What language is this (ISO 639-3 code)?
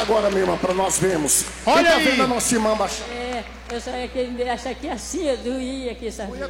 por